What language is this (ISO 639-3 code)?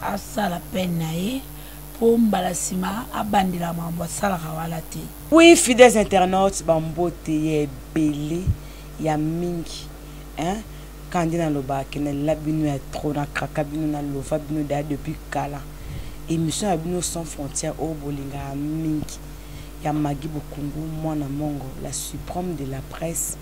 lin